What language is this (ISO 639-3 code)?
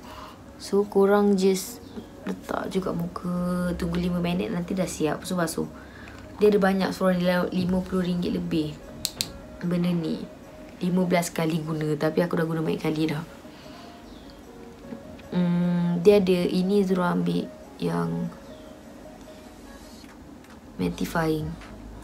msa